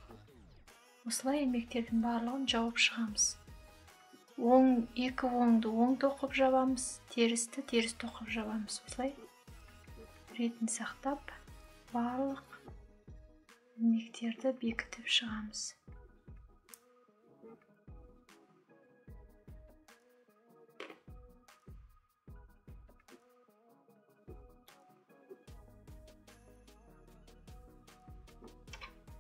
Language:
Kazakh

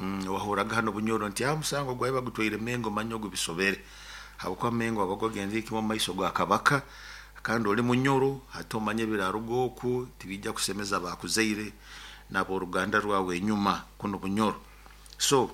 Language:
Nyoro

